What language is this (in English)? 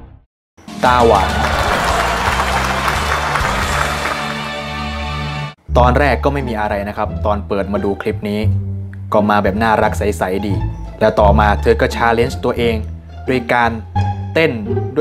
Thai